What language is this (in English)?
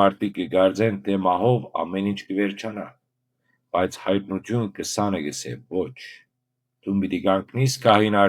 Western Armenian